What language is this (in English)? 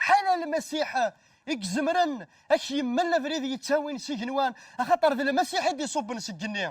Kabyle